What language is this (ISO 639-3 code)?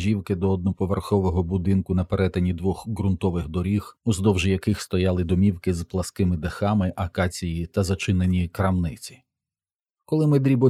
ukr